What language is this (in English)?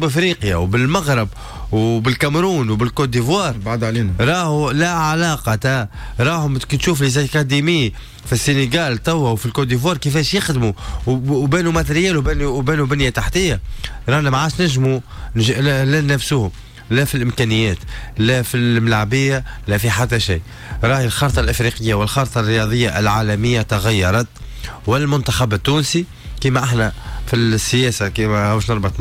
Tunisian Arabic